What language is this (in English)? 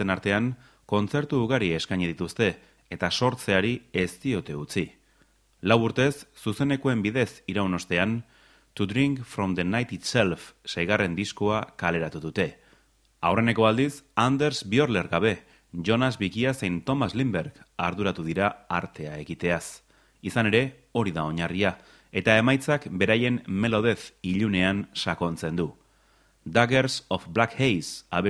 Basque